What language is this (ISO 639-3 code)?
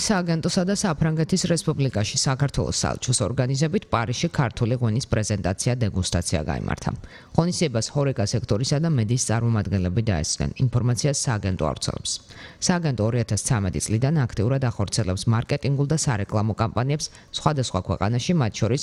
kat